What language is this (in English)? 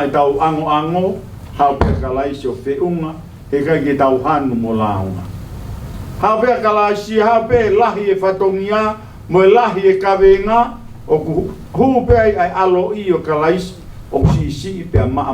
Tongan